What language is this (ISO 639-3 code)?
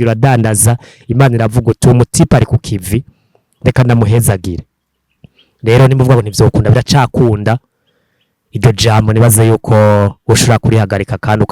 run